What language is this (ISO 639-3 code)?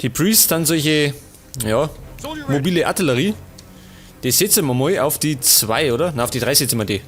bar